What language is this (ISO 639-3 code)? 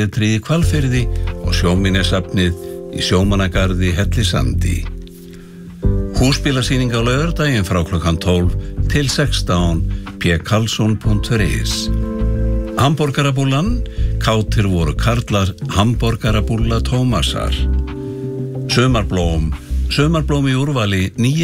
isl